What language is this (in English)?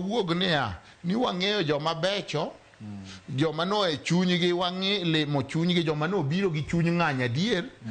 Luo (Kenya and Tanzania)